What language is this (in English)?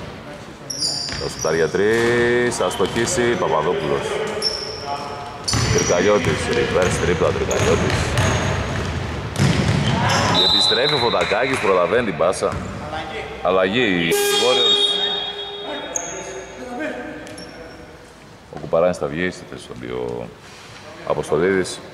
Greek